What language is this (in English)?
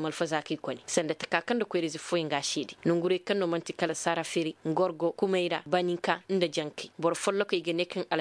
Koyraboro Senni